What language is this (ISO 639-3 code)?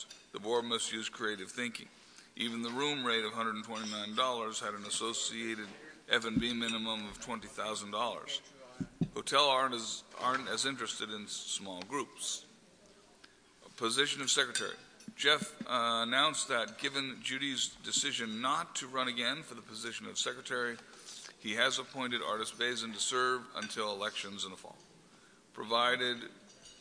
eng